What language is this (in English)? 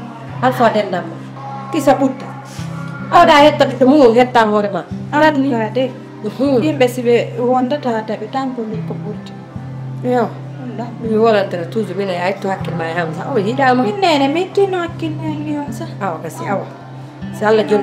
Fula